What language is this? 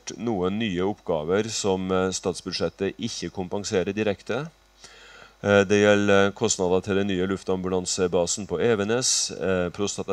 Norwegian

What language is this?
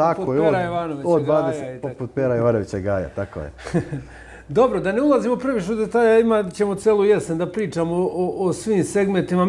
Serbian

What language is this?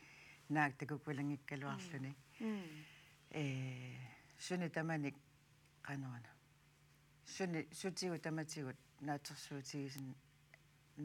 Kalaallisut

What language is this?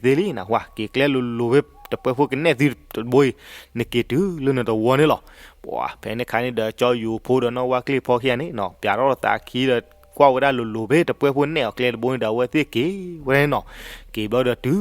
S'gaw Karen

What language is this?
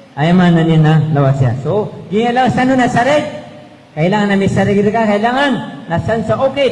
Maranao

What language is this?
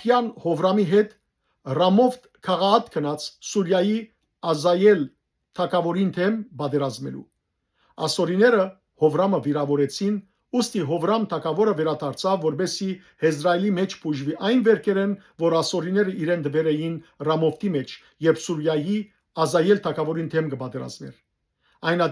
Western Armenian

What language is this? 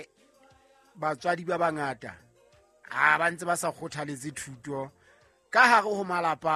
Southern Sotho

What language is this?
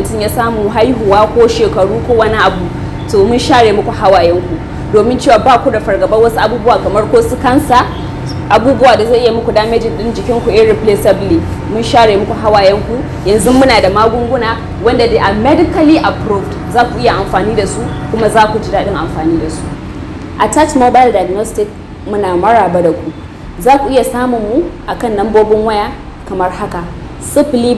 Hausa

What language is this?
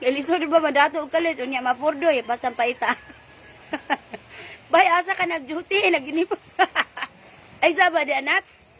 Cebuano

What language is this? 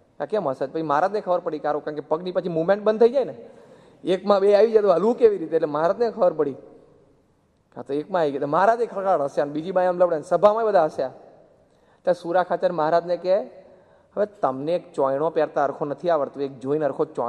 Gujarati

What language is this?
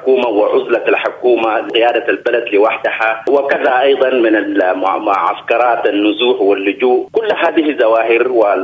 Sudanese Arabic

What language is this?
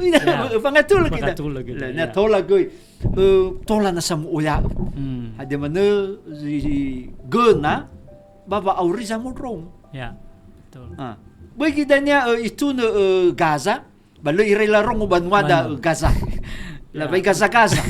Nias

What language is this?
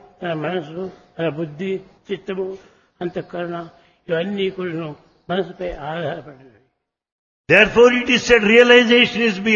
Telugu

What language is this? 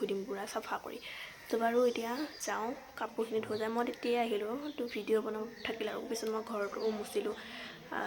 Assamese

